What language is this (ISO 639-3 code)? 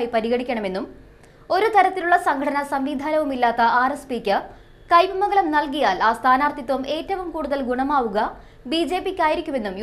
mal